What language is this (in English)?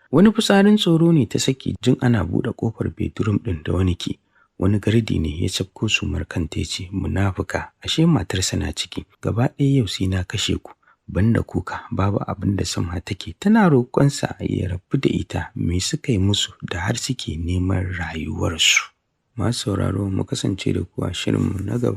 Hausa